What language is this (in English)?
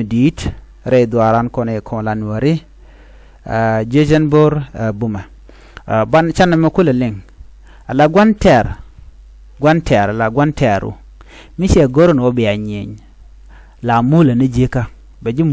Nuer